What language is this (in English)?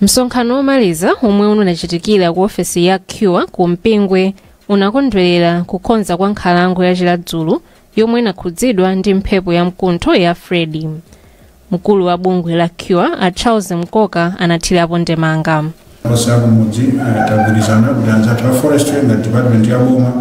Nyanja